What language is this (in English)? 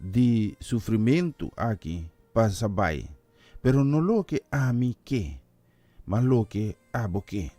Papiamento